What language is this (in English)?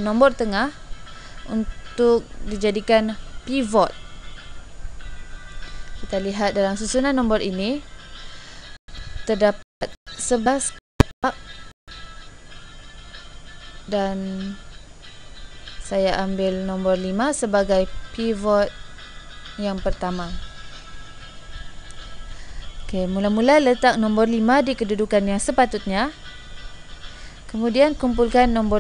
Malay